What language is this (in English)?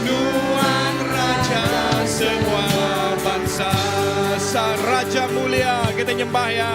Iban